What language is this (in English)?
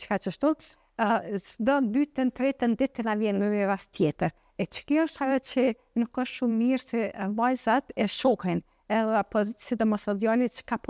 Albanian